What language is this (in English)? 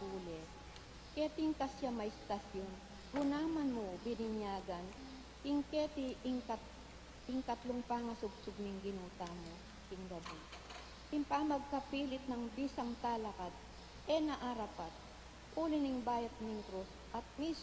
Pampanga